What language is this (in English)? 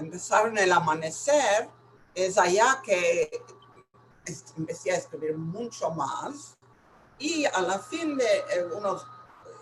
Ladino